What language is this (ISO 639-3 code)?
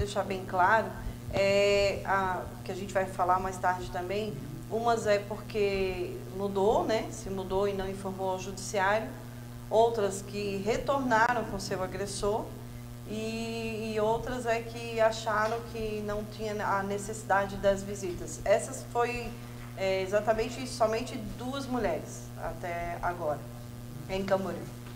por